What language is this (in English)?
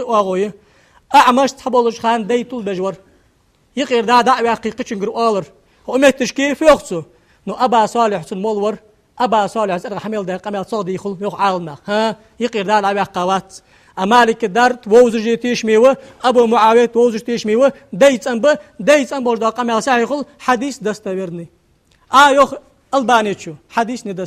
Ingush